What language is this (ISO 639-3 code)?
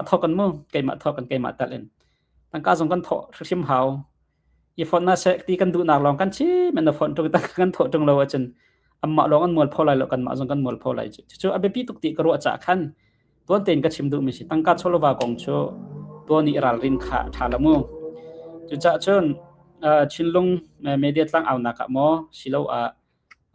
cnh